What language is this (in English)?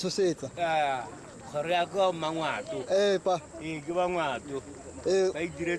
Tswana